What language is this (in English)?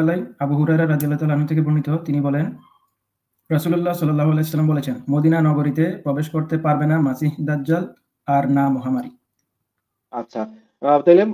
Bangla